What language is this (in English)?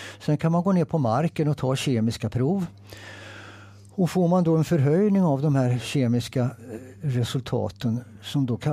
Swedish